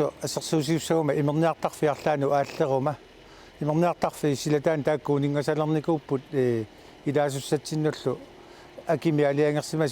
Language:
Kalaallisut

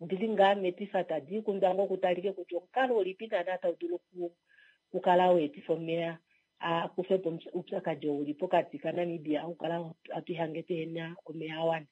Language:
Kuanyama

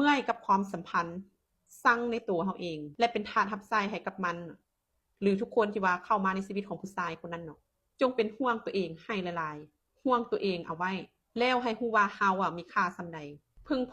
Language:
Lao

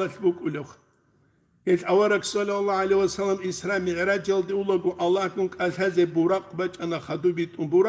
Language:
Avaric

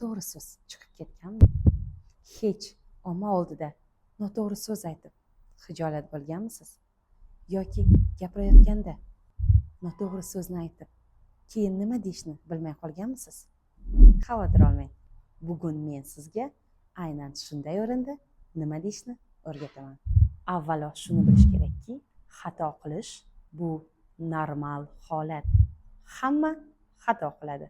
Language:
Uzbek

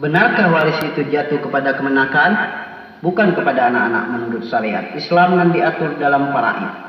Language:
Minangkabau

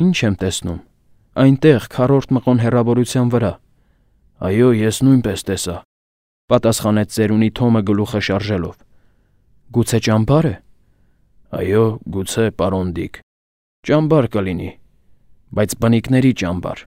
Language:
Armenian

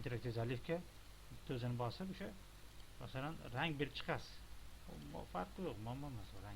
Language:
Uzbek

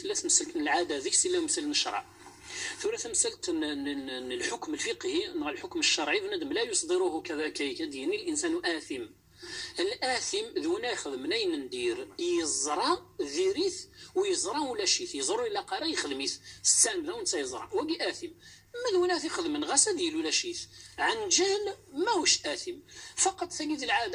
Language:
Kabyle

